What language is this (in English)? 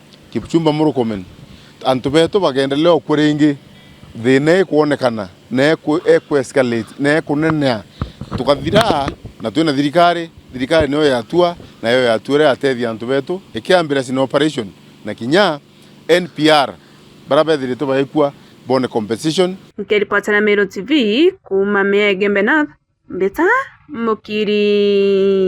Meru